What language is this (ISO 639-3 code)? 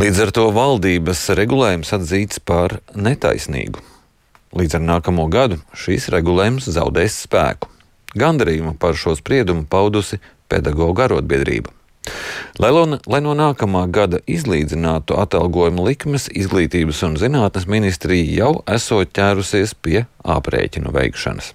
lav